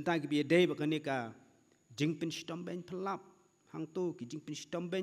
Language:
Khasi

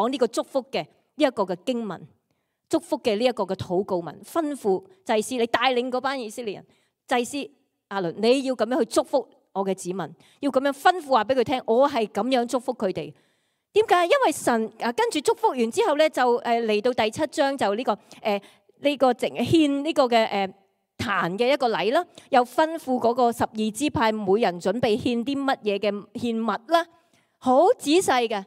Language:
Cantonese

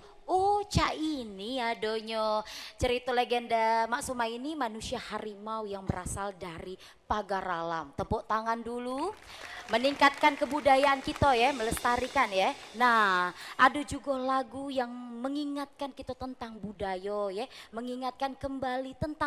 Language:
Musi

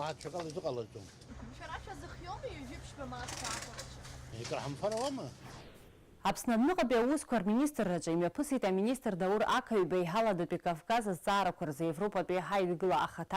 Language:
Abkhazian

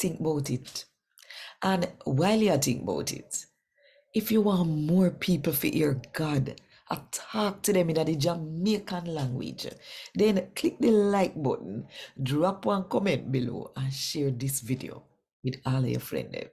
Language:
Jamaican Creole English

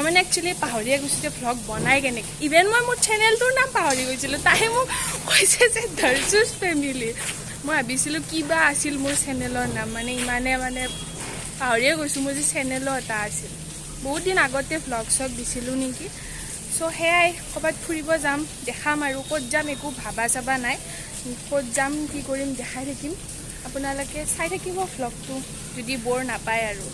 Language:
Assamese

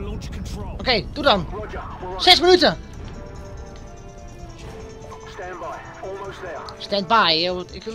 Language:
Dutch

